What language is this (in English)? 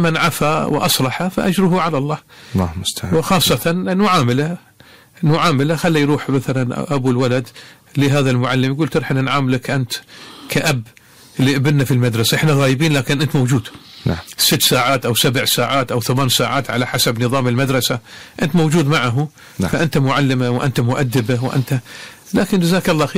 Arabic